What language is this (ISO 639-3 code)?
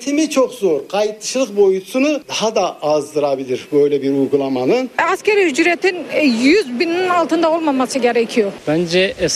tur